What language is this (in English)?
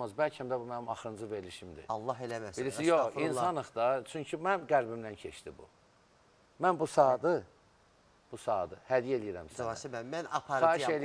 Azerbaijani